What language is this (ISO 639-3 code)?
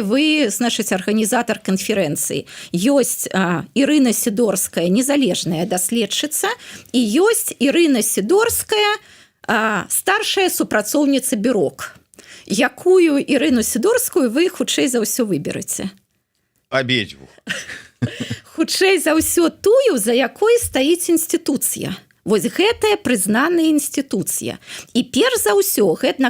bel